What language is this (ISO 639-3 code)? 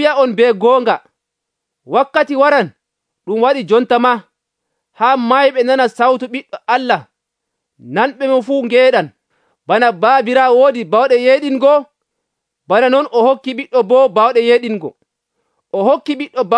fuv